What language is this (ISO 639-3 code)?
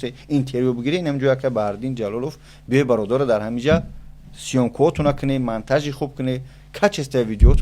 tgk